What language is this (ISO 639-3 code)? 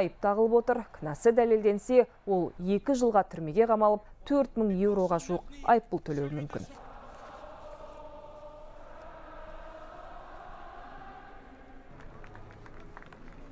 kaz